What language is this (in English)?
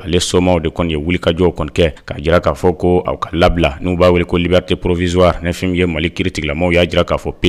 Bambara